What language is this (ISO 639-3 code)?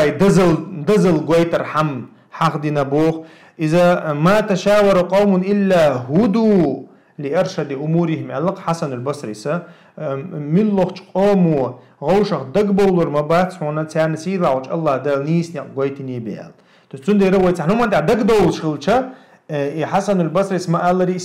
che